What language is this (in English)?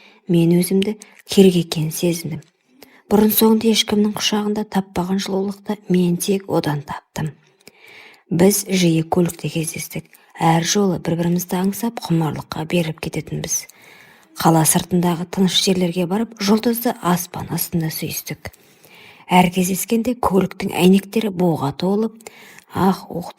Kazakh